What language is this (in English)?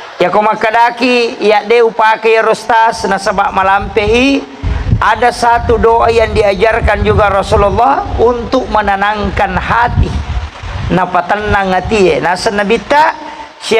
Buginese